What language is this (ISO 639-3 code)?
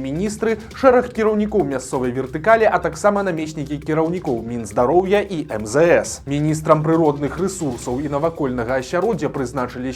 bel